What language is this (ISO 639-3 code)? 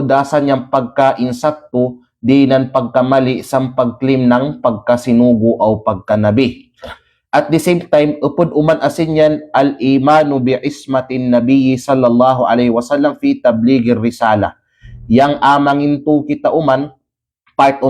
kqe